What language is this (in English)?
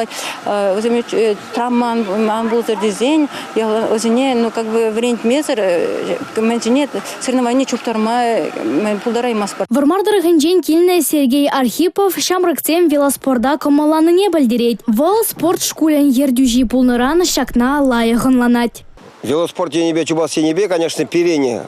Chuvash